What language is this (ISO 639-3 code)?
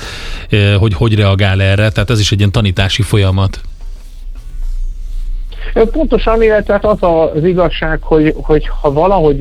hun